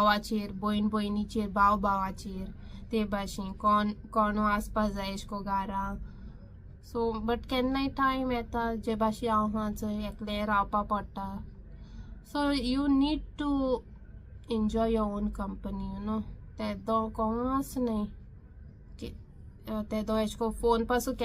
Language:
Konkani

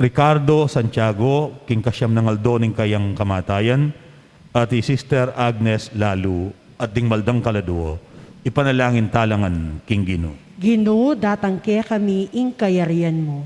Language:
Pampanga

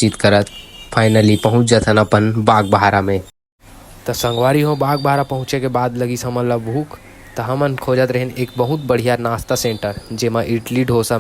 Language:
Chhattisgarhi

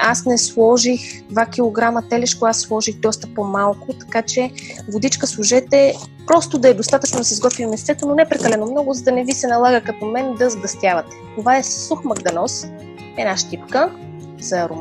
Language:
Bulgarian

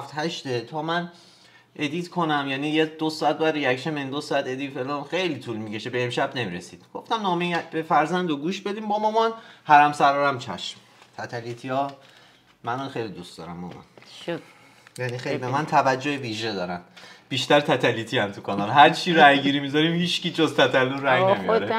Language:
Persian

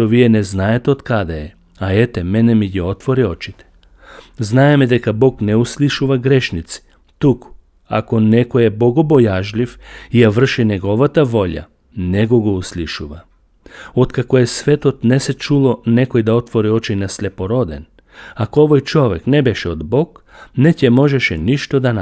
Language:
Macedonian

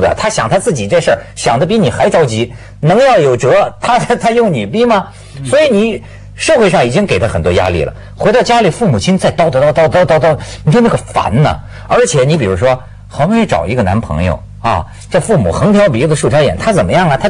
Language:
Chinese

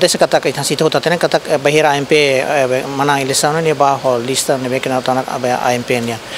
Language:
Tetum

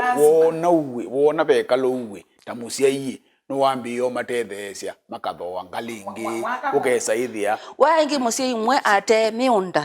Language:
Kamba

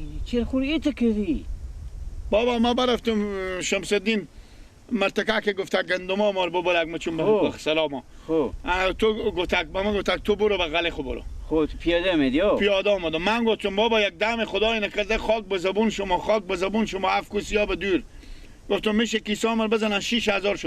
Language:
Persian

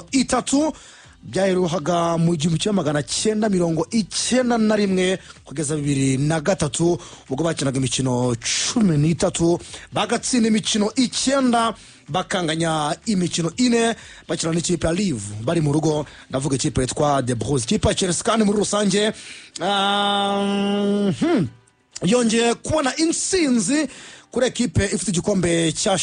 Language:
Kinyarwanda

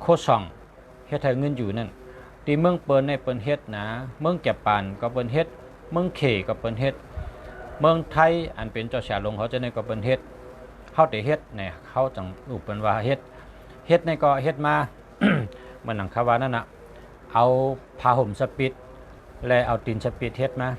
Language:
Shan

